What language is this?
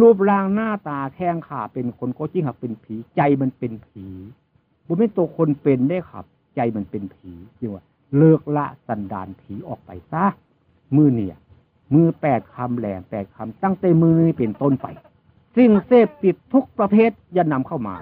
Northeastern Thai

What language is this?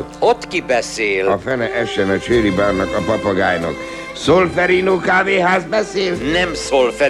Hungarian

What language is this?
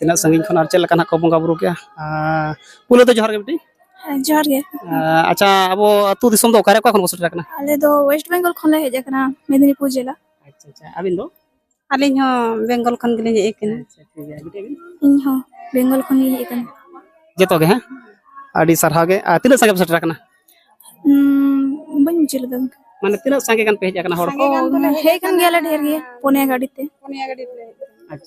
Santali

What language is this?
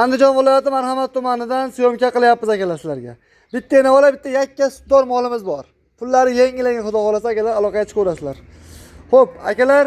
Uzbek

